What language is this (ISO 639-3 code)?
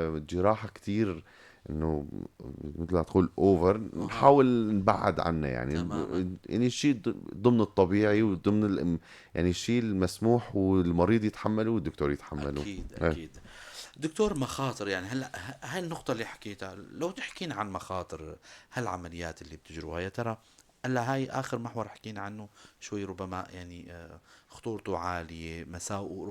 apc